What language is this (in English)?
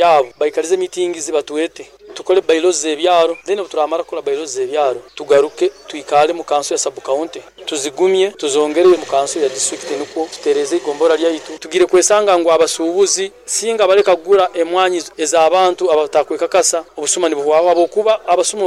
Nyoro